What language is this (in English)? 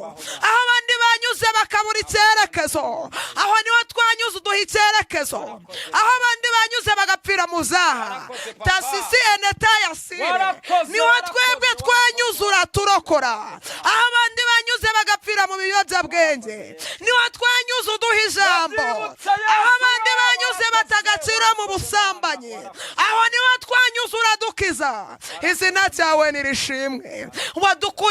Kinyarwanda